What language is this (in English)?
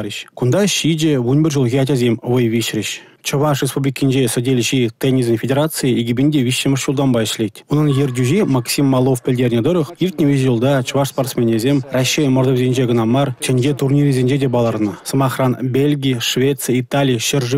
Chuvash